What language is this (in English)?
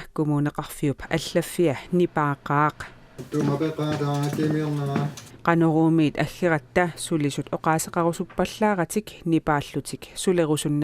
Kalaallisut